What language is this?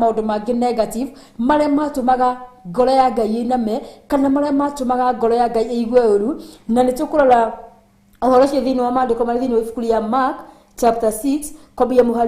Kikuyu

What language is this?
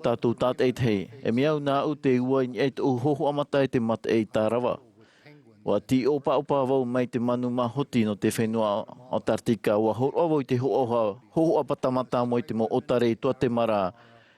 Tahitian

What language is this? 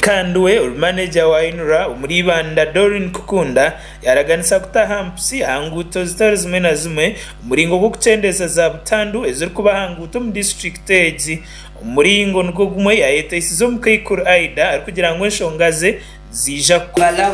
Nyankole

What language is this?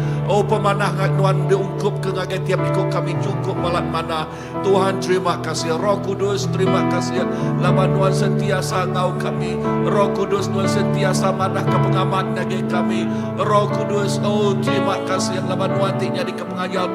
Iban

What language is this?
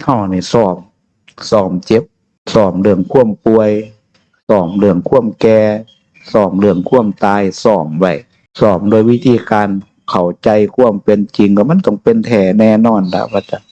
Northeastern Thai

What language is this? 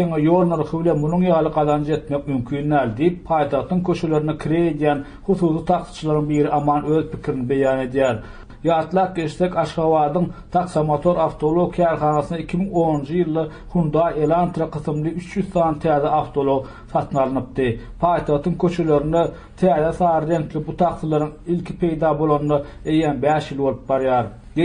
Turkmen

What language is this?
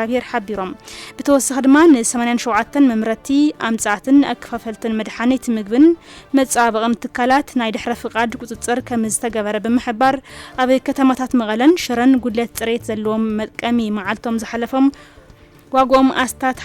Tigrinya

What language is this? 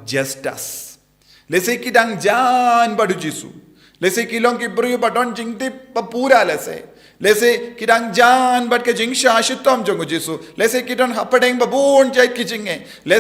Khasi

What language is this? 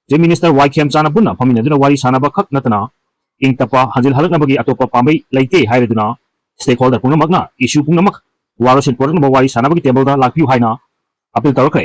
Manipuri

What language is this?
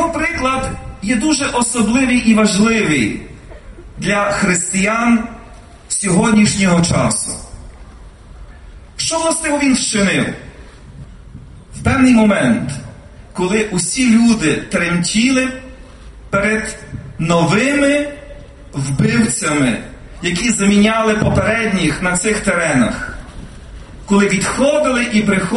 Ukrainian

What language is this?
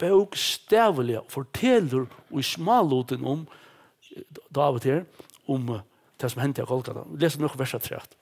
Faroese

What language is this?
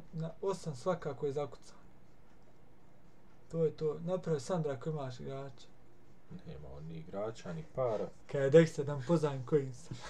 Bosnian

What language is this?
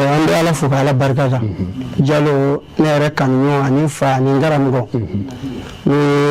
Bambara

